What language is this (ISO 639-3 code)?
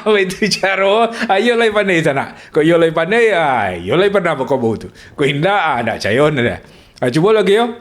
min